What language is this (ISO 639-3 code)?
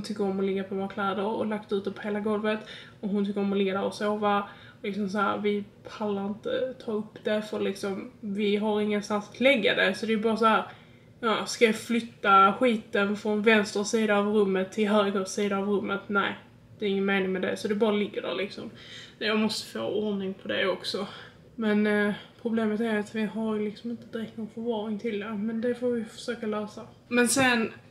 swe